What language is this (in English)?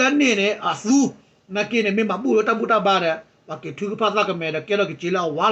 S'gaw Karen